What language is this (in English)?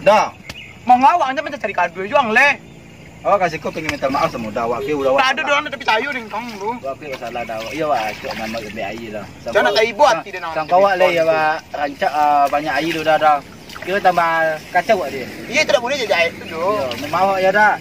Minangkabau